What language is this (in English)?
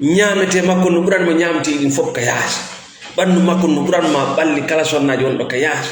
Fula